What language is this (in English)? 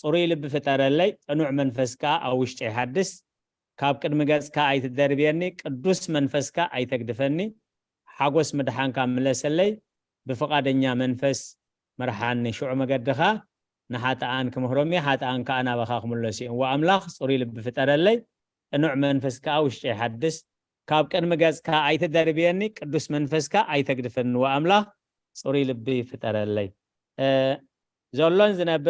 Tigrinya